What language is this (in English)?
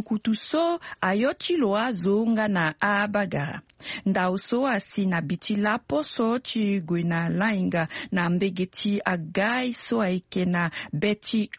Sango